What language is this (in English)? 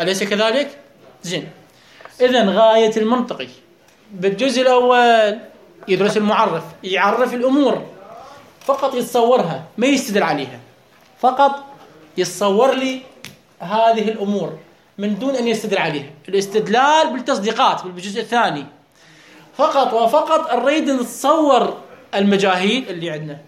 Mesopotamian Arabic